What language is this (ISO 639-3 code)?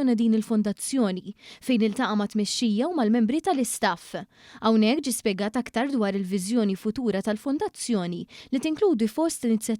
mlt